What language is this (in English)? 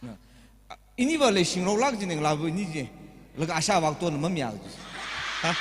Tangkhul Naga (India)